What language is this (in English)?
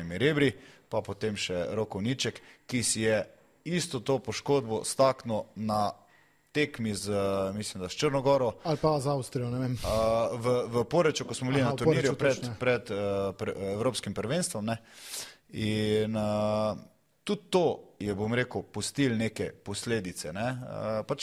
Slovenian